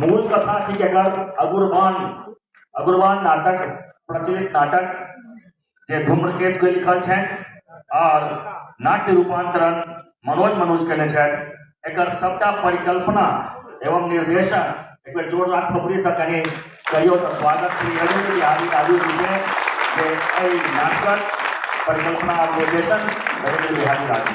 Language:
Maithili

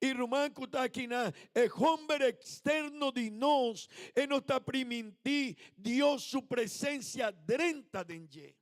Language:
Papiamento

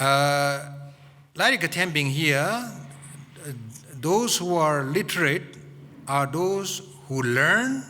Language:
Tangkhul Naga (India)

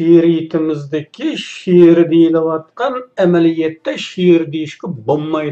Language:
Uyghur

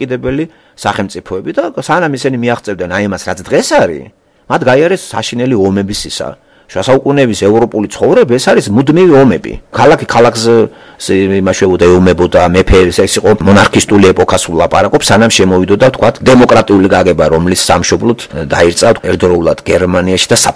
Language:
Georgian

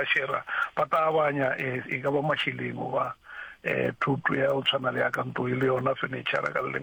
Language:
Northern Sotho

